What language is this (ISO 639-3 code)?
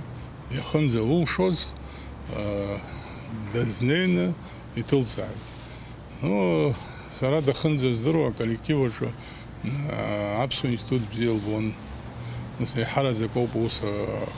abk